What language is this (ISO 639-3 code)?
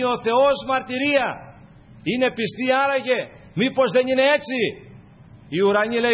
ell